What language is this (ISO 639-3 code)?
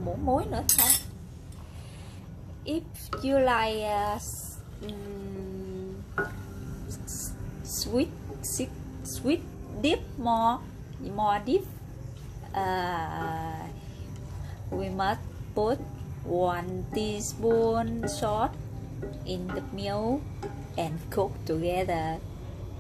vie